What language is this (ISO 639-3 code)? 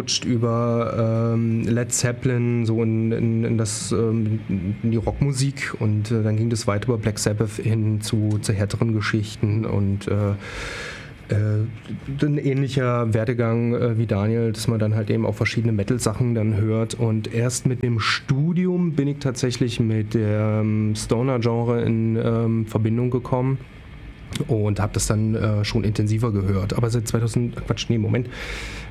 deu